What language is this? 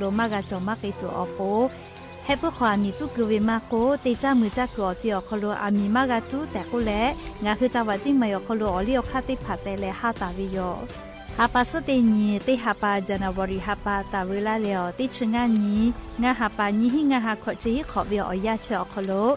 Lahu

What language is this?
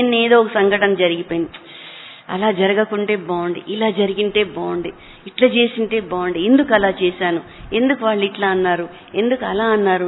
Telugu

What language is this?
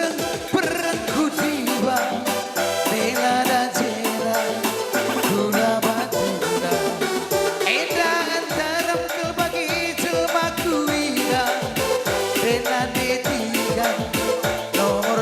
Batak Karo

